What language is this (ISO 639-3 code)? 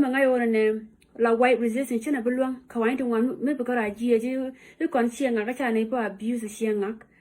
nus